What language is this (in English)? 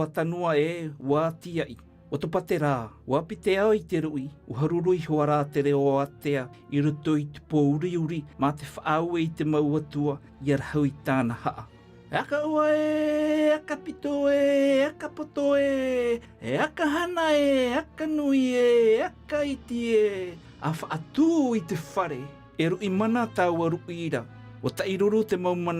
Tahitian